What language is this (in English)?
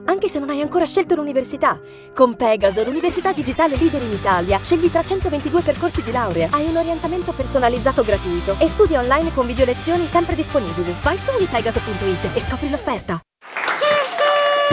Italian